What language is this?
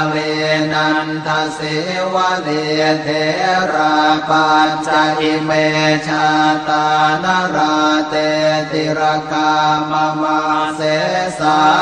Pali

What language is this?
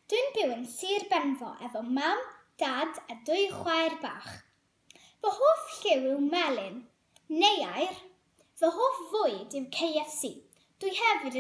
Welsh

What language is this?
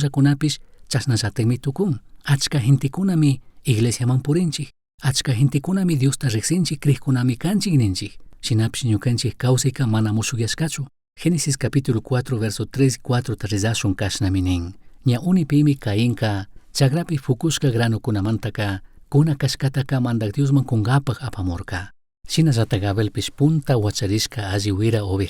Chimborazo Highland Quichua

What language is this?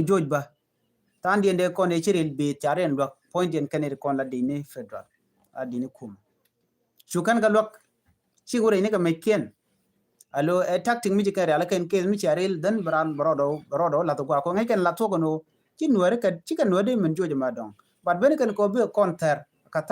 Nuer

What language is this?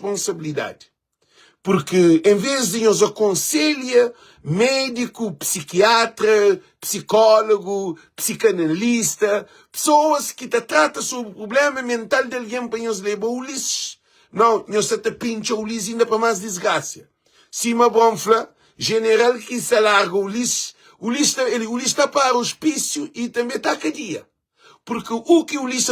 Kabuverdianu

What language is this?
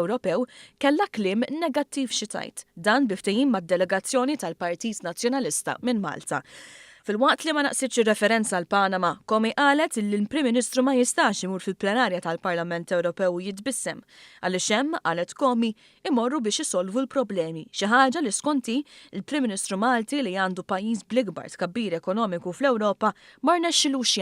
Maltese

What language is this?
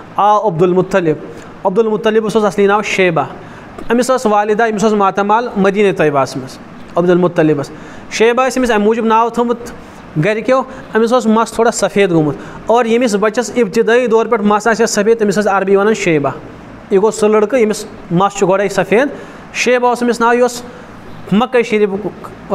Kashmiri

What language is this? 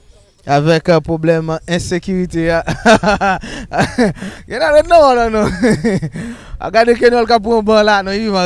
Haitian Creole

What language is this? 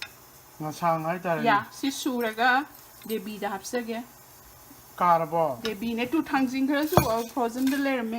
Manipuri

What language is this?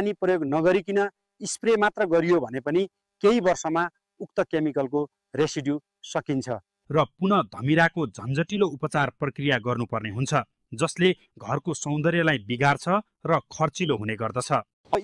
Nepali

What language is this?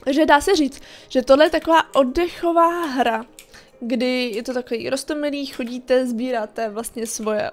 Czech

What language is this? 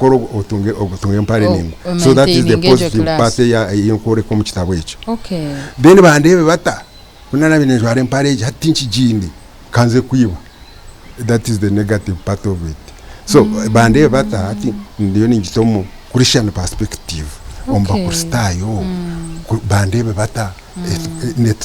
Nyankole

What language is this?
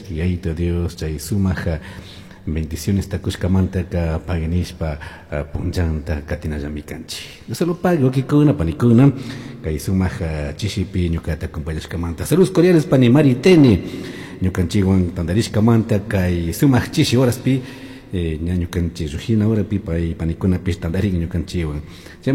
Chimborazo Highland Quichua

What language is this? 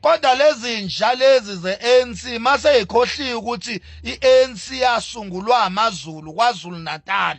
Zulu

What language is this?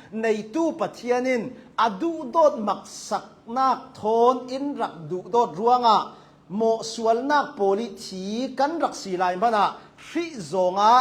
Hakha Chin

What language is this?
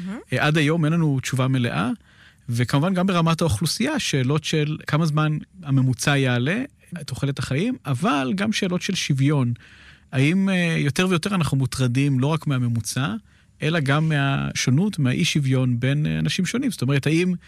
Hebrew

